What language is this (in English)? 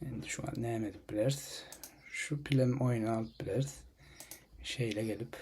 Turkmen